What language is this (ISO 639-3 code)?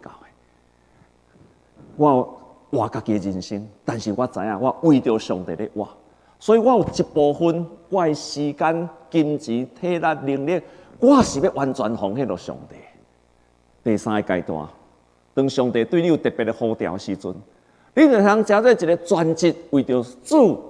nan